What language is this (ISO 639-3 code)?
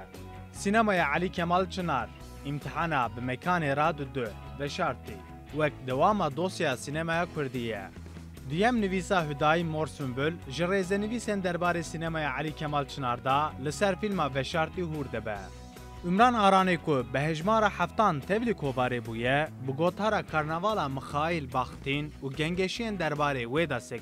kur